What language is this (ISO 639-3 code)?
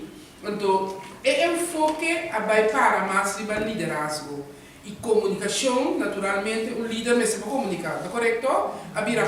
pap